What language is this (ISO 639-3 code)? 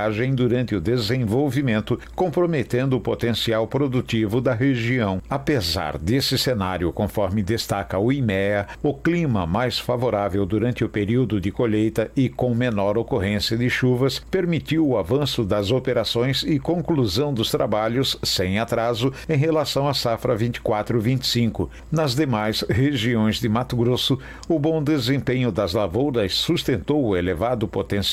por